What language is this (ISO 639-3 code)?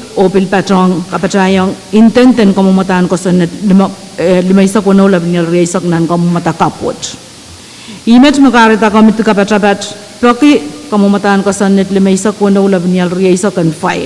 pon